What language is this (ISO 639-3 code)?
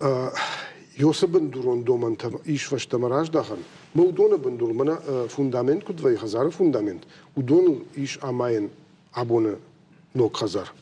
oss